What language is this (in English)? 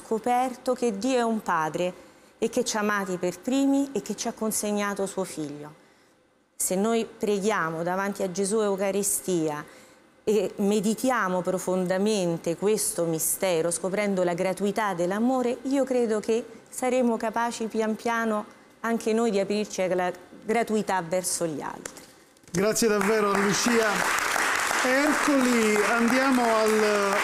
Italian